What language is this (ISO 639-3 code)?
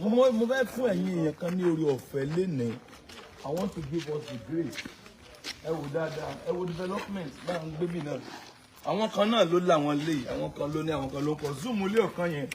yor